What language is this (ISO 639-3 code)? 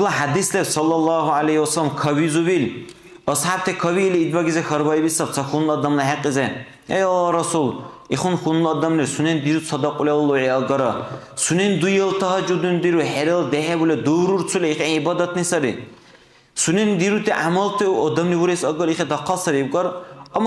dar